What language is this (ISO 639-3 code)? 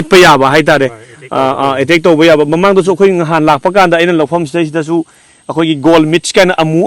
mni